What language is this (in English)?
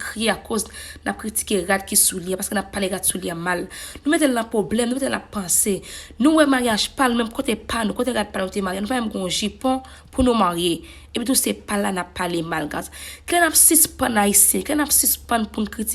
Haitian Creole